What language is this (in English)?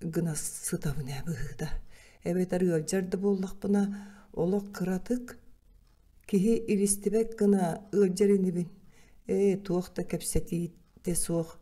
Yakut